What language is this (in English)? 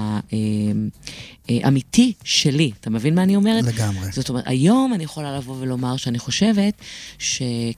Hebrew